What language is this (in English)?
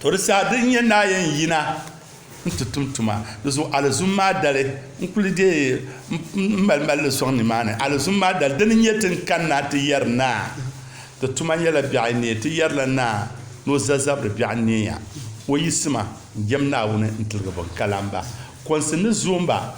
Dagbani